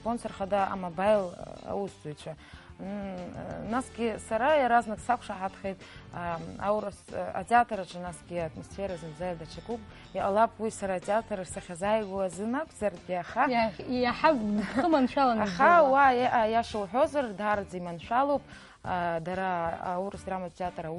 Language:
Abkhazian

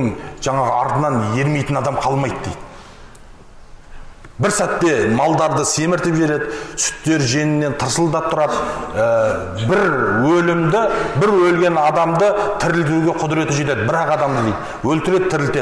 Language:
Kazakh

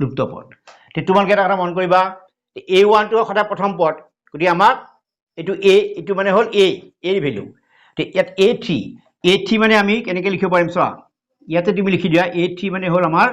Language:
Assamese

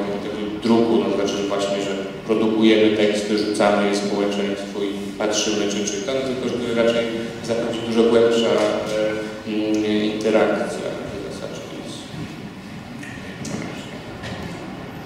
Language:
Polish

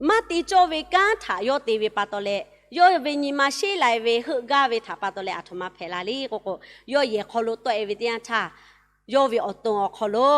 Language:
Lahu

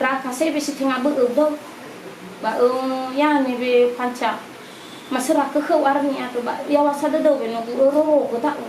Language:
Nias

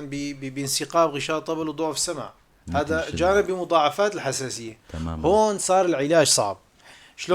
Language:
North Levantine Arabic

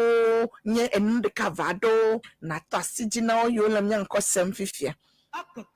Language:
Ewe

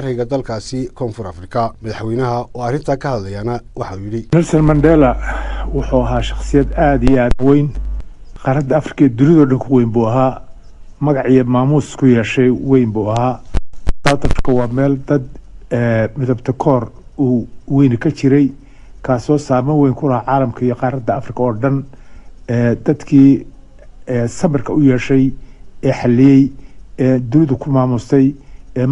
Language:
Somali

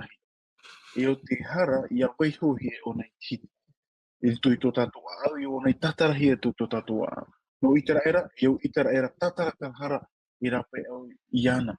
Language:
Tahitian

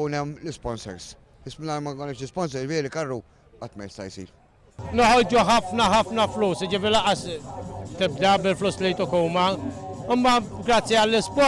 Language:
Maltese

